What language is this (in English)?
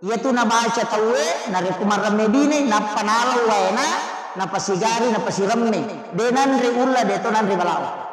Buginese